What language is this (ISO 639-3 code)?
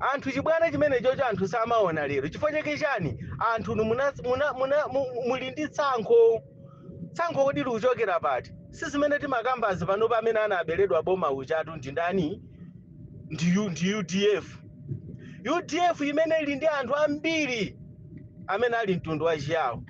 nya